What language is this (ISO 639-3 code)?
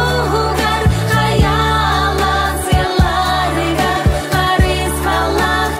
sah